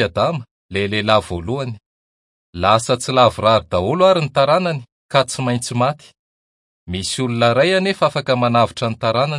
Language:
Malagasy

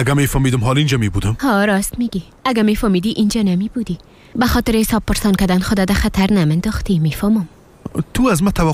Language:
Persian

